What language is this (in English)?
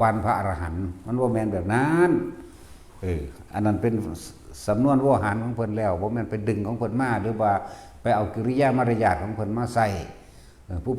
Lao